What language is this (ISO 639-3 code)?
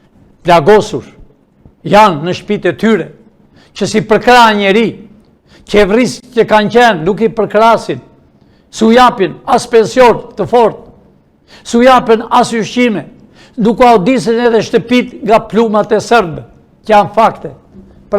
sqi